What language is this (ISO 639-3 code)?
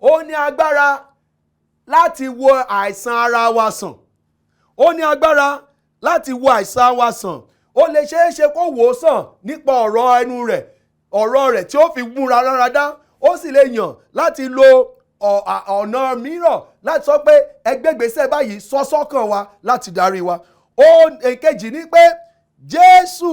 yor